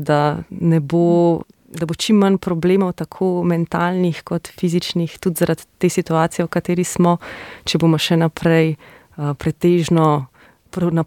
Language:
Slovenian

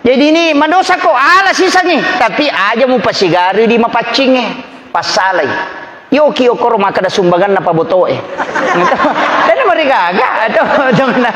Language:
Buginese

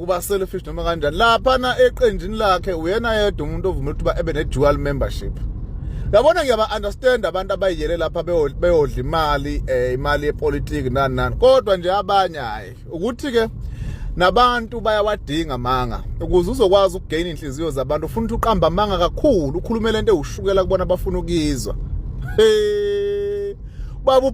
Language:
Zulu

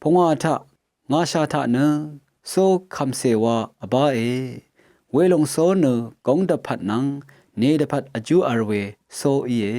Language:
Rawang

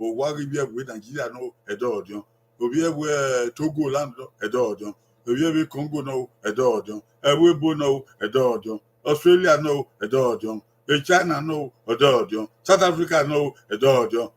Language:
Bini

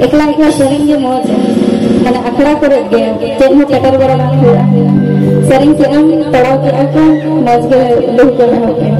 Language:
Santali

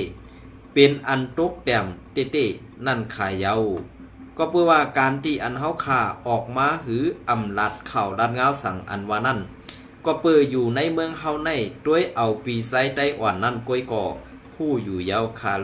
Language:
Shan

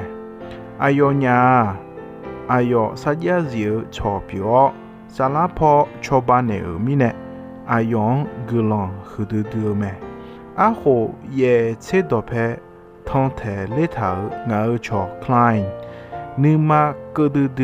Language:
Akha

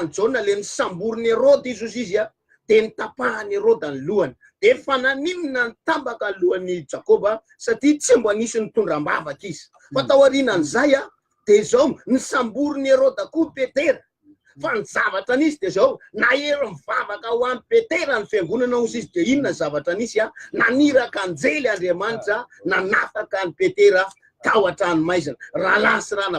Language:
Malagasy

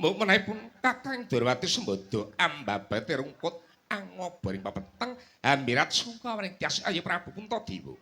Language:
Javanese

